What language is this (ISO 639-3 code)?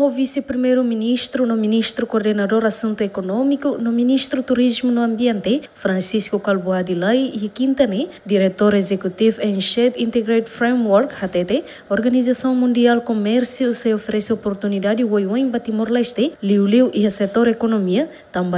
tet